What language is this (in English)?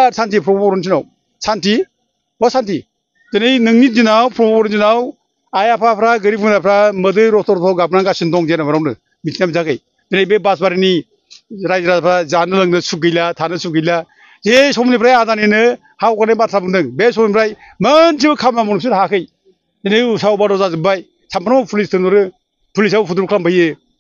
Bodo